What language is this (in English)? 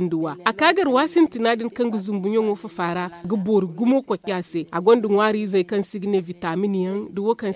Zarma